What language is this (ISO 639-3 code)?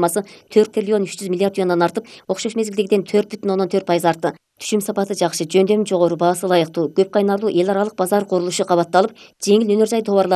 kir